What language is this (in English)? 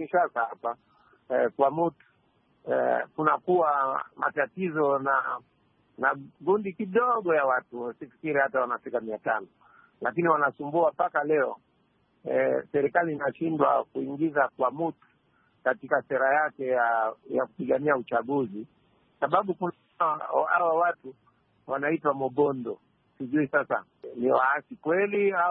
Swahili